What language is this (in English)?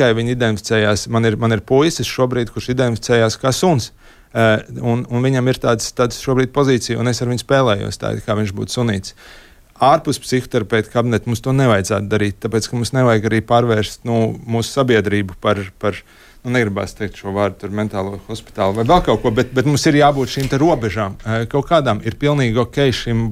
Latvian